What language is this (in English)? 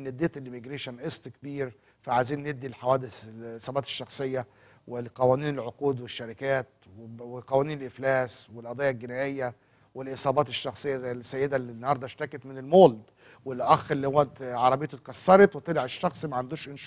Egyptian Arabic